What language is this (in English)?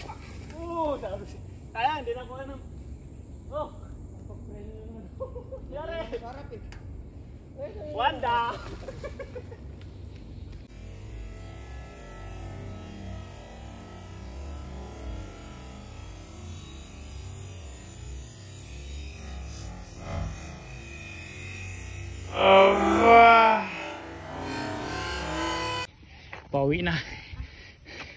Filipino